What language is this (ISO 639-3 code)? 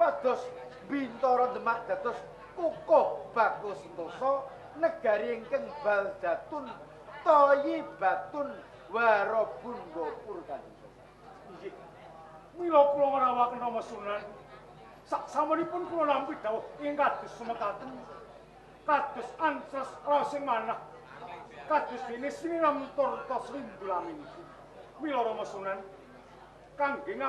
jav